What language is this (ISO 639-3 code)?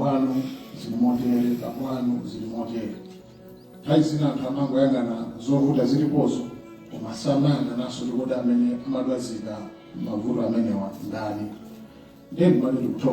nya